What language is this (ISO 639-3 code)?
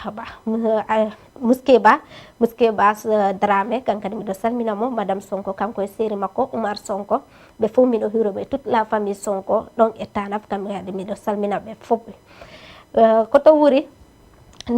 ful